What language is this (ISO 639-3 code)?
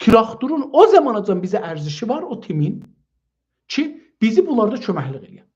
azb